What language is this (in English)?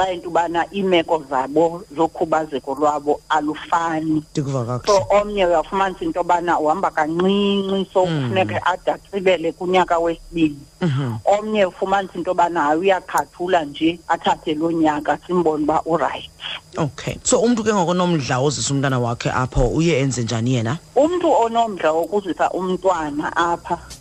Xhosa